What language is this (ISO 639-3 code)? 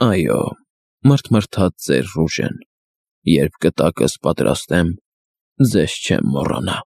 hye